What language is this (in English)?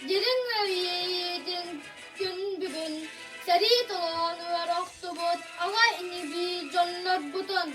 Yakut